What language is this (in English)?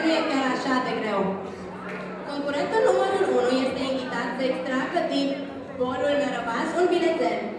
Romanian